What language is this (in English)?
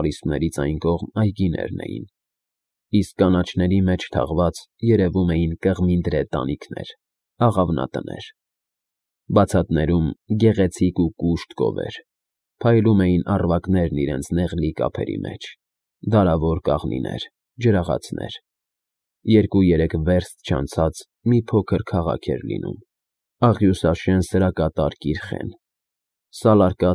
Armenian